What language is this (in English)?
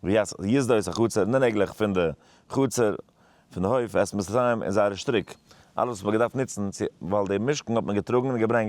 Yiddish